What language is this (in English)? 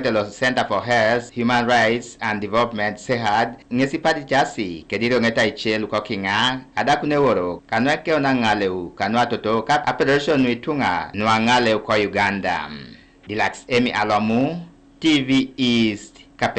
Teso